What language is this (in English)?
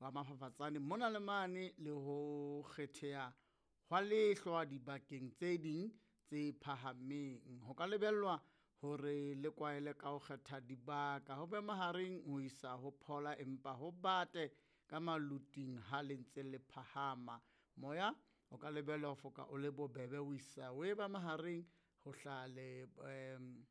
Southern Sotho